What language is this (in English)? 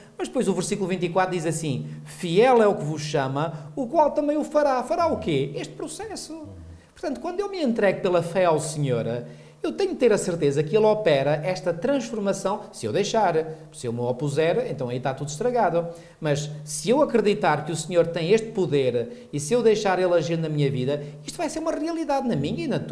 Portuguese